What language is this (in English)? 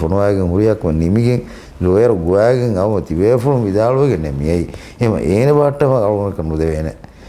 Divehi